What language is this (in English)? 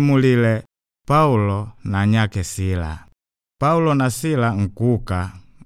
Makonde